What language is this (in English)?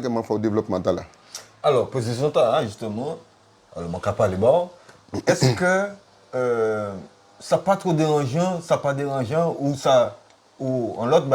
Guadeloupean Creole French